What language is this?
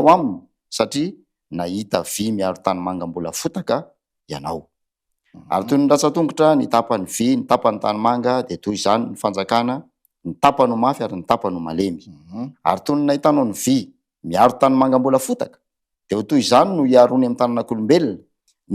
Malagasy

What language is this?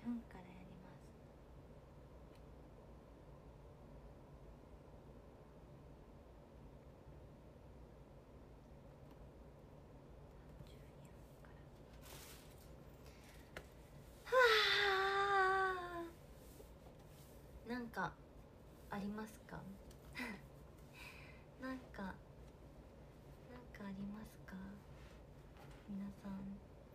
Japanese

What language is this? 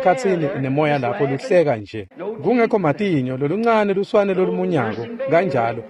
Swati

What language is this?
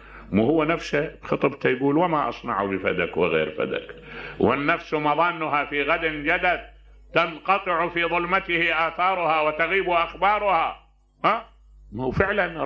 Mesopotamian Arabic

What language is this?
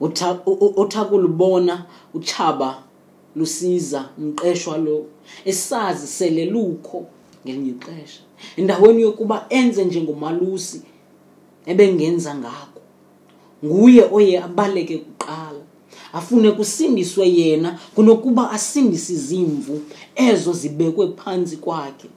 Xhosa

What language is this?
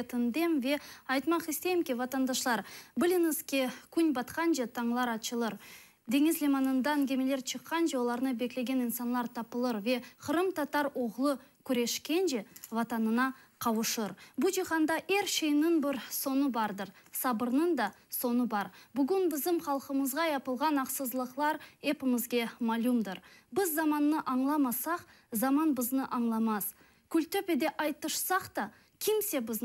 Crimean Tatar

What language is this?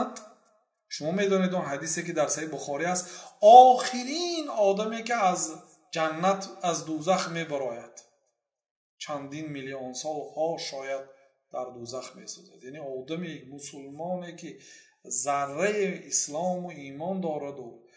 Persian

